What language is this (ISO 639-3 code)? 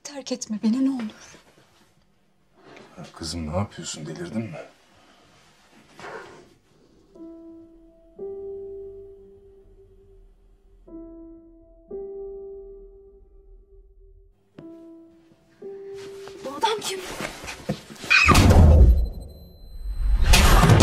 tur